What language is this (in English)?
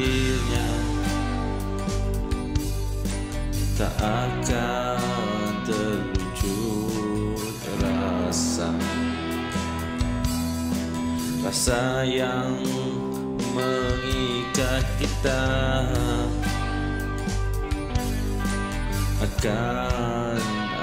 Malay